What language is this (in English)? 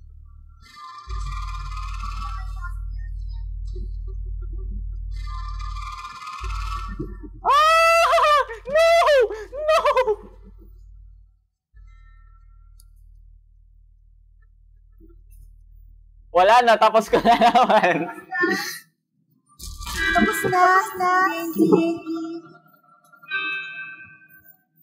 Filipino